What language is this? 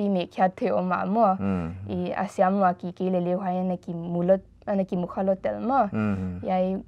Paite Chin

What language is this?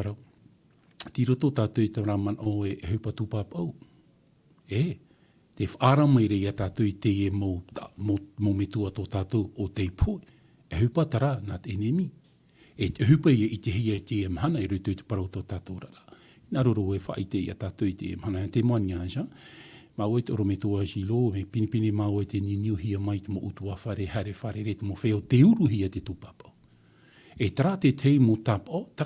Tahitian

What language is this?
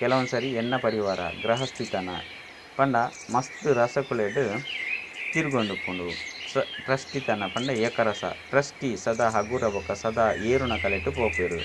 Tulu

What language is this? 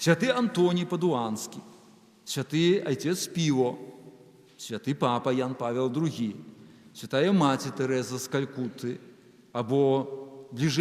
Belarusian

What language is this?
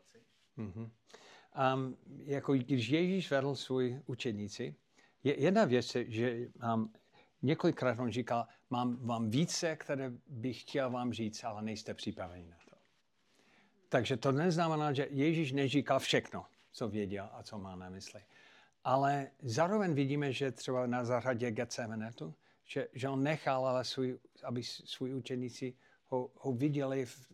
Czech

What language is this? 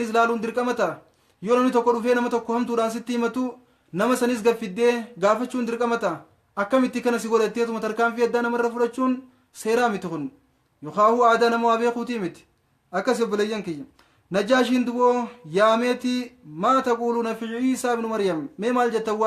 Oromo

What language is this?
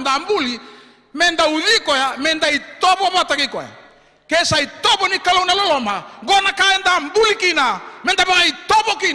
Fijian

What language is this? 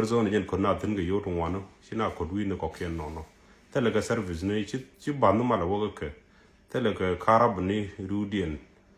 Nuer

